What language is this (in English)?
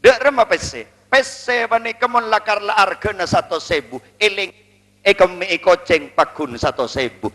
Madurese